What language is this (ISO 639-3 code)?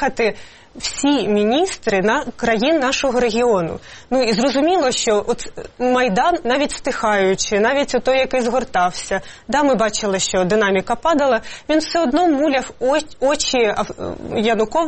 ukr